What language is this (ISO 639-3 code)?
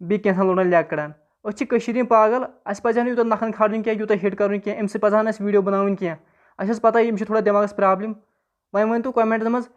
kas